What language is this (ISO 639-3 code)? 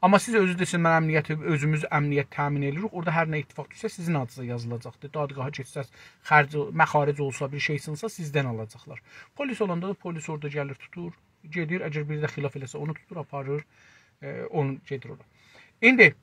azb